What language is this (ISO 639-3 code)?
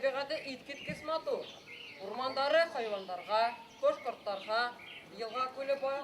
bak